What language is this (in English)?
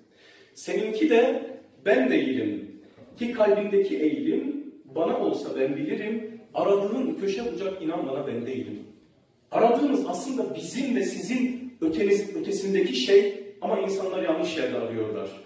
Turkish